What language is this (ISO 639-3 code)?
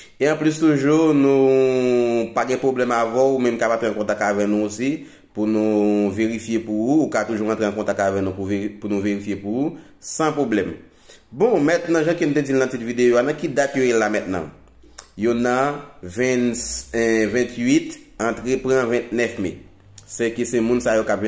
hat